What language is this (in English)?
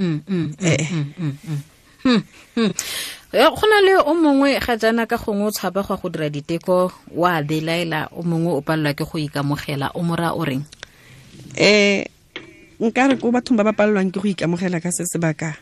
Tswana